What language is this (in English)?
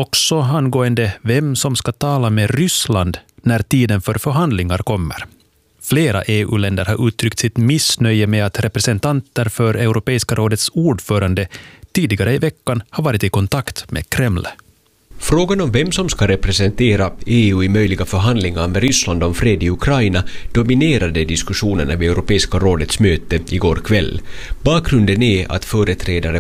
Swedish